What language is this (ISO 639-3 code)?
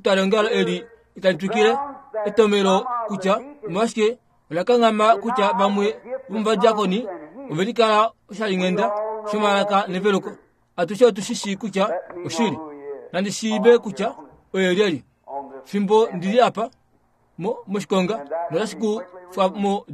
kua